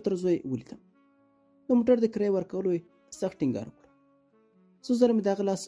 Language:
Pashto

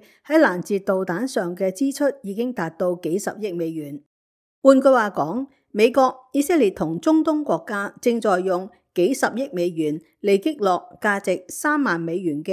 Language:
Cantonese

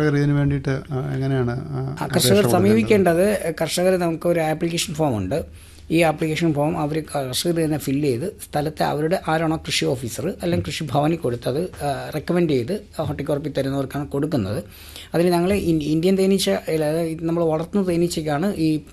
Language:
Malayalam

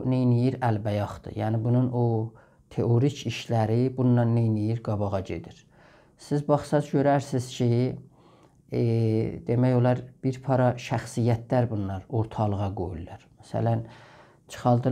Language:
South Azerbaijani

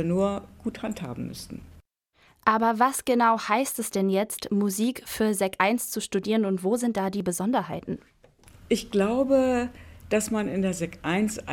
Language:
German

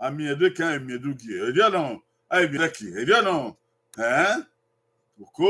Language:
Bini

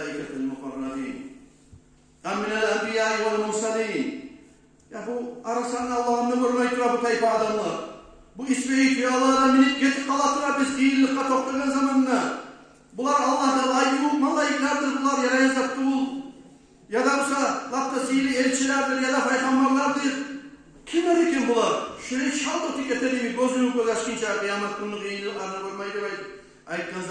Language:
Kumyk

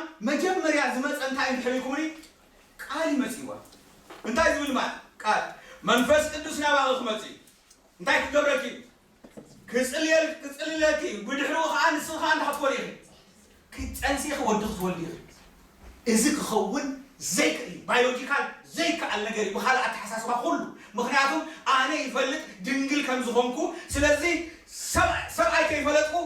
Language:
Tigrinya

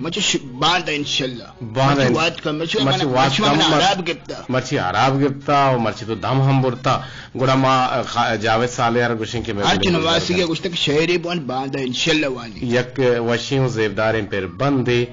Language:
Eastern Balochi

